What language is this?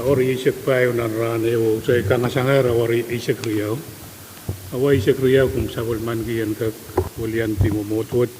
Pohnpeian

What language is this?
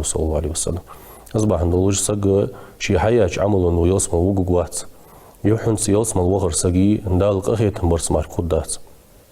Ingush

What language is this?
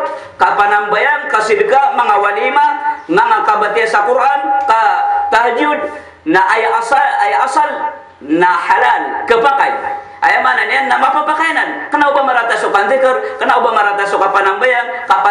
Maranao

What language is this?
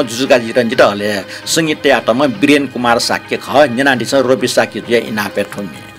Newari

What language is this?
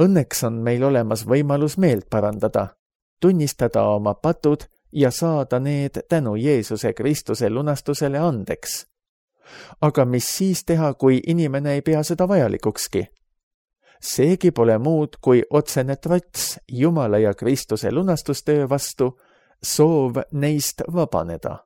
Estonian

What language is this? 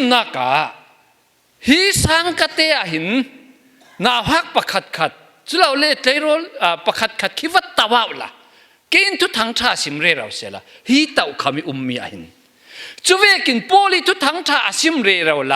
Falam Chin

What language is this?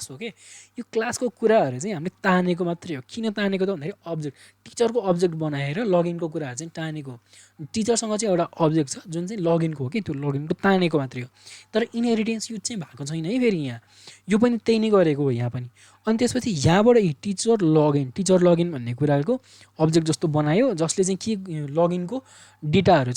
Nepali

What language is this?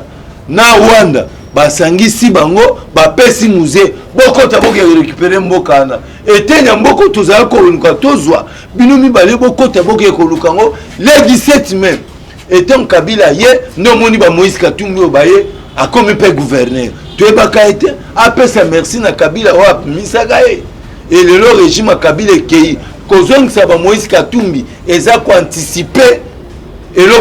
Lingala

